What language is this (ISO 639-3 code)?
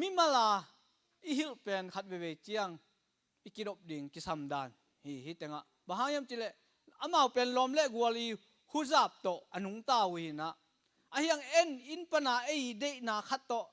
ctd